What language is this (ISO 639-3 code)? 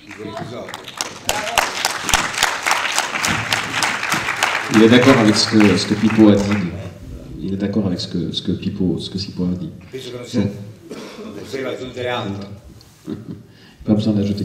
fra